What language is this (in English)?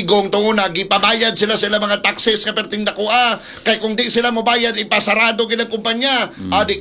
Cebuano